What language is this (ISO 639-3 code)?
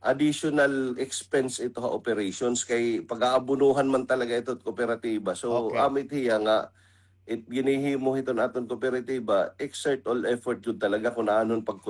war